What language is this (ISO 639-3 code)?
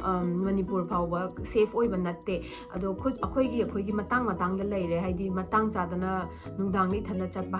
mni